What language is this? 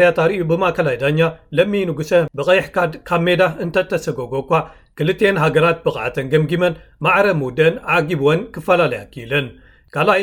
Tigrinya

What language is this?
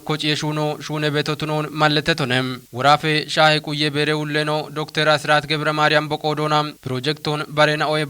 Kafa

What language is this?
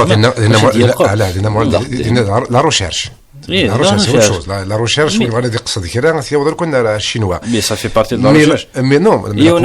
Kabyle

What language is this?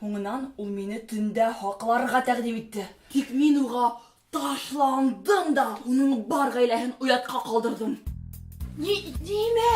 Bashkir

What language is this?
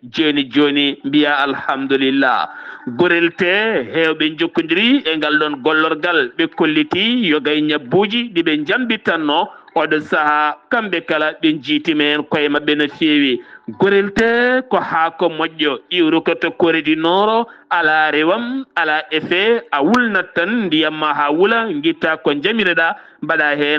Fula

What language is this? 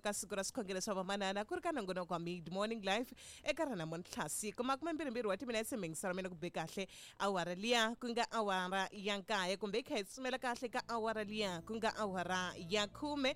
Tsonga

